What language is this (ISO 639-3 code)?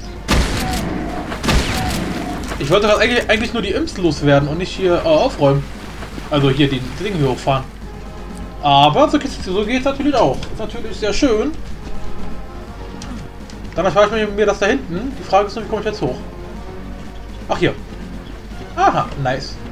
deu